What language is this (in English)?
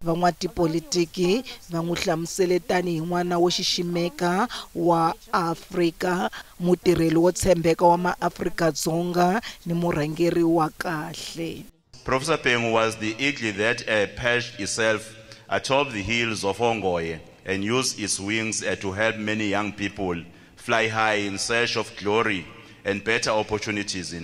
Tsonga